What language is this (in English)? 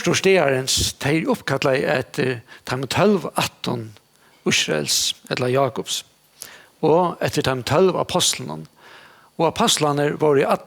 Faroese